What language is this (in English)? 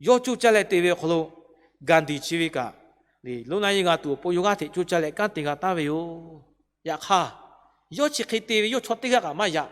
Lahu